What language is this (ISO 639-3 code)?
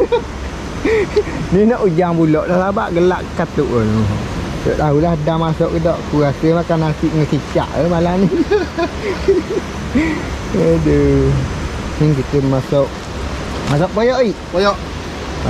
msa